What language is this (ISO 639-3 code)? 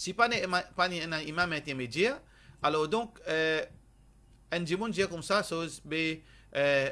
mfe